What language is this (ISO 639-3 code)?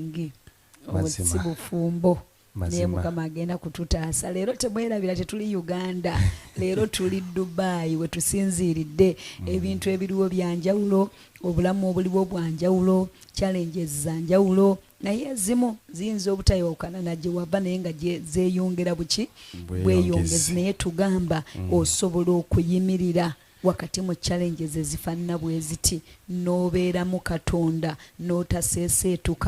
lug